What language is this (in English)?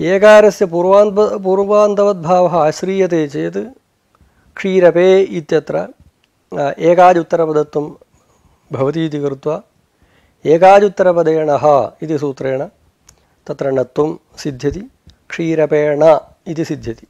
Sanskrit